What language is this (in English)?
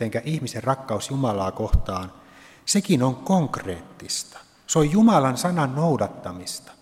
Finnish